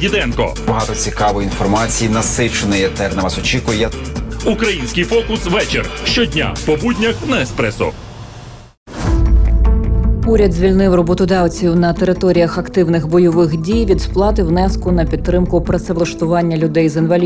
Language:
Ukrainian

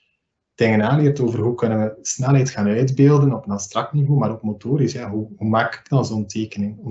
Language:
Dutch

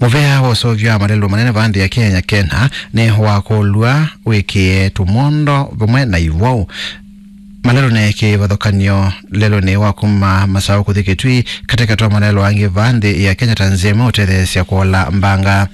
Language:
Kamba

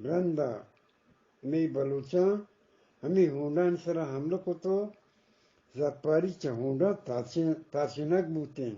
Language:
Eastern Balochi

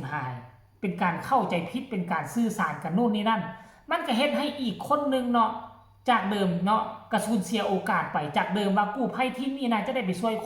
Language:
Northeastern Thai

